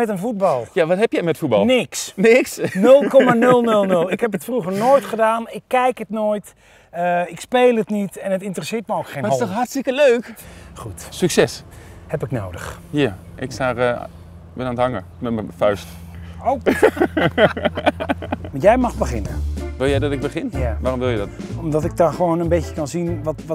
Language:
Dutch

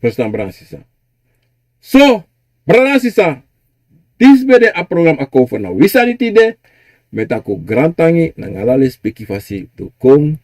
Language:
Sranan Tongo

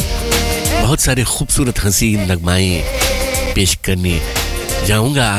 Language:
Hindi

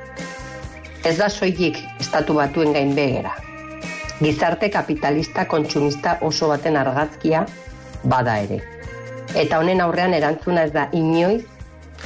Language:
Basque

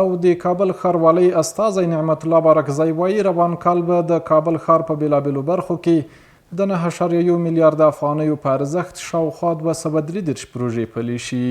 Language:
Pashto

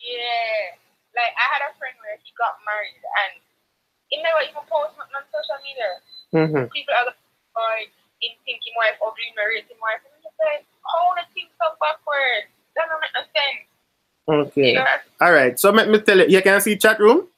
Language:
Jamaican Creole English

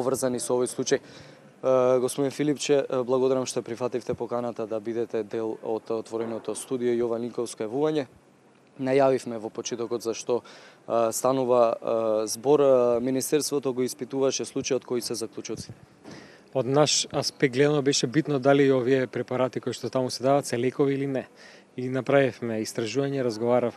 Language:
Macedonian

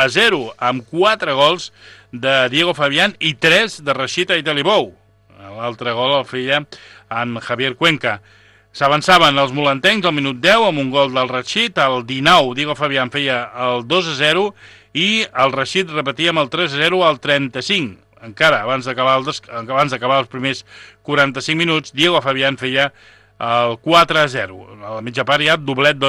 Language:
Catalan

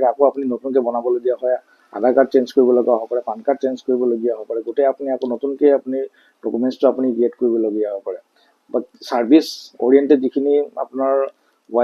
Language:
Assamese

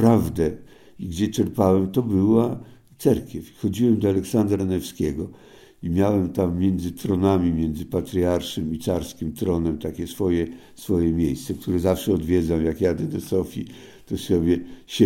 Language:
Polish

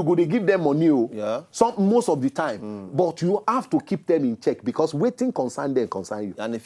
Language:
Nigerian Pidgin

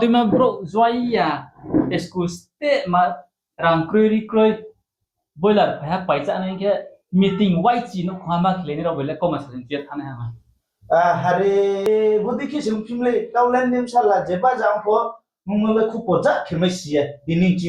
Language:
Riang (India)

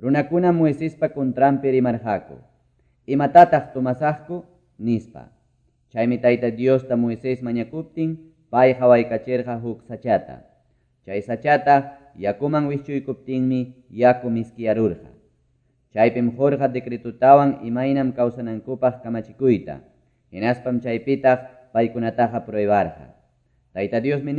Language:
Ayacucho Quechua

